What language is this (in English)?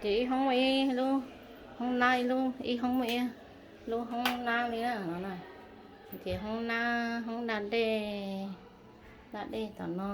Hmong